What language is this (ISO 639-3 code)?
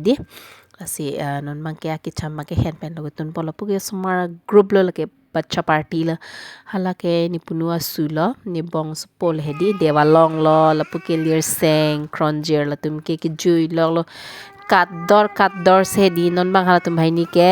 mjw